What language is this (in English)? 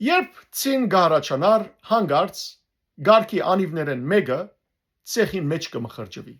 Western Armenian